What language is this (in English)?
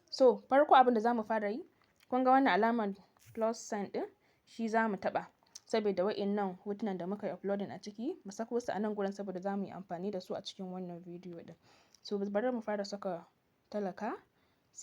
Hausa